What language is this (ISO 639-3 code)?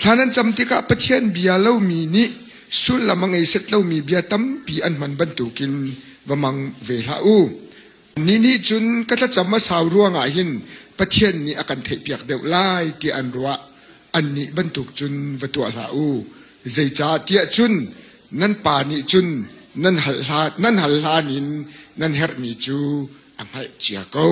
cnh